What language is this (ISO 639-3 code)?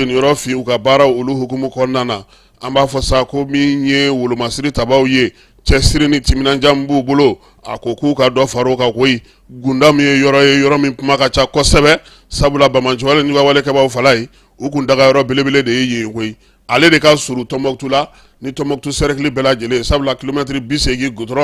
bam